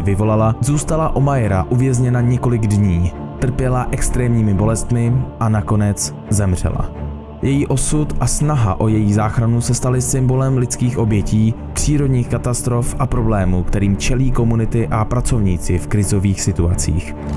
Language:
Czech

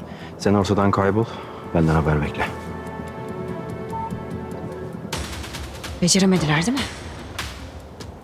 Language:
Turkish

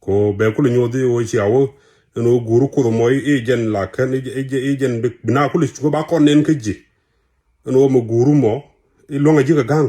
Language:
Nuer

